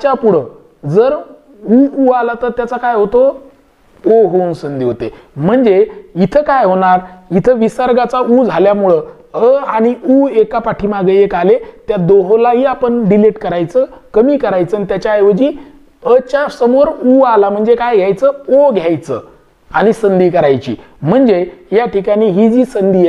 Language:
Marathi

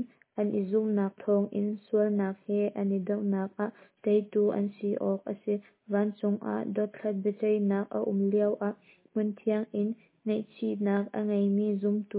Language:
Hakha Chin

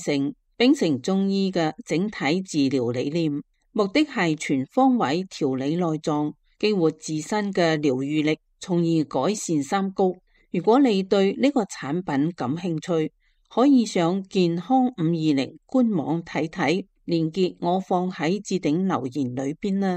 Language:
Cantonese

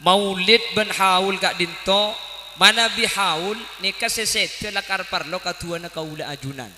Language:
Madurese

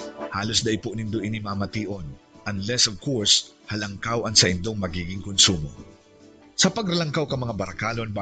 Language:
Bikol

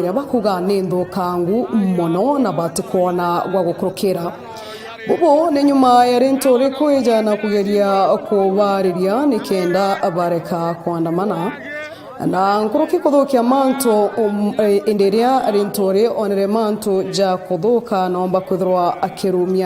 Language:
Meru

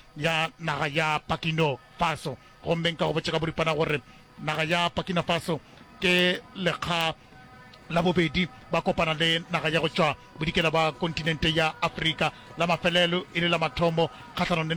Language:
Northern Sotho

